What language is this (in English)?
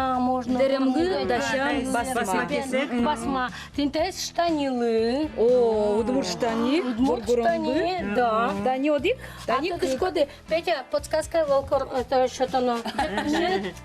Udmurt